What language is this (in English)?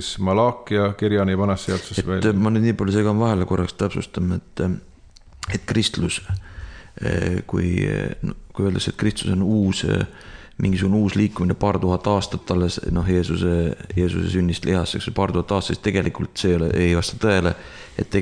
Estonian